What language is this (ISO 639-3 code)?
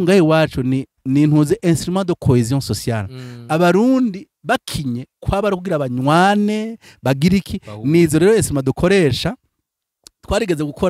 run